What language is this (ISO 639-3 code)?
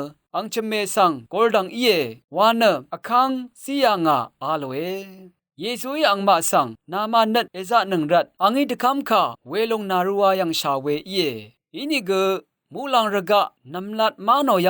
raw